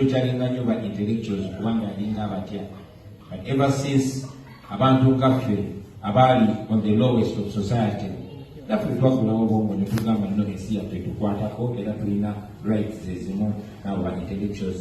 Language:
Ganda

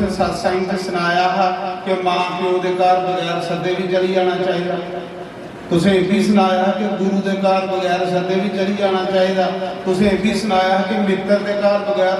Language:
Dogri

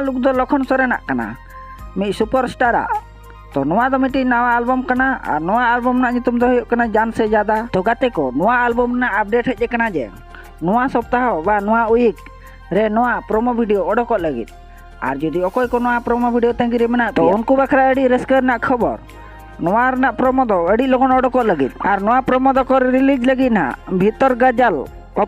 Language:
Santali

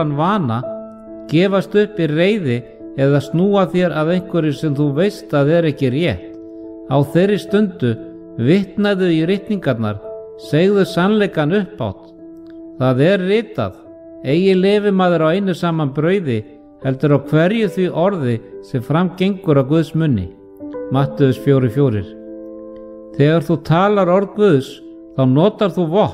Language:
Icelandic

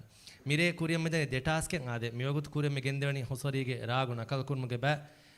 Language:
Divehi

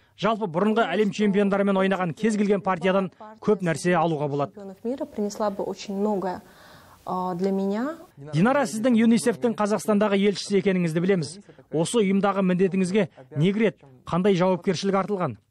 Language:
Kazakh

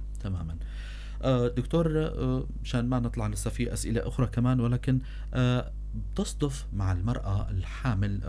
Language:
North Levantine Arabic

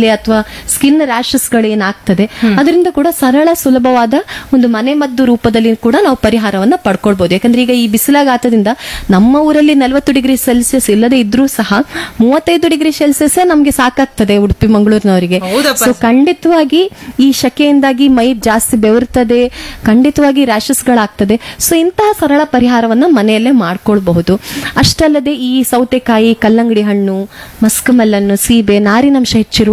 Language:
Kannada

